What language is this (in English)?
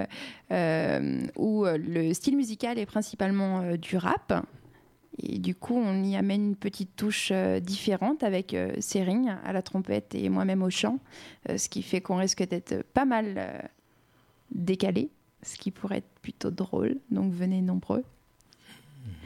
French